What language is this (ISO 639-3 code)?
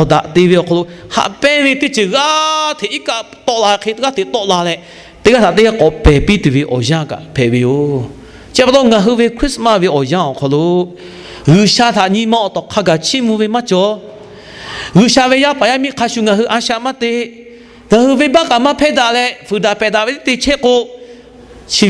lhu